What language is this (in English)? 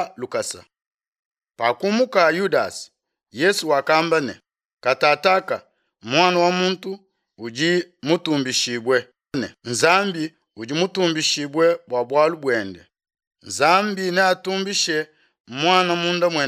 Luba-Lulua